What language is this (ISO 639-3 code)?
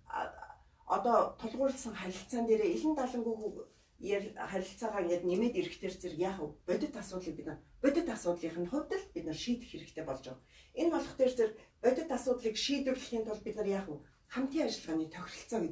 mon